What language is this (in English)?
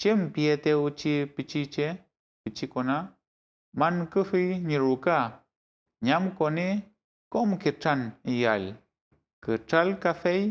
Mapuche